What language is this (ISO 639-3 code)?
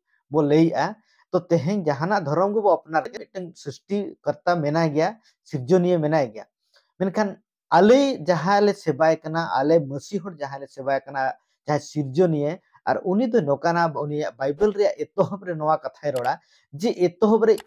sat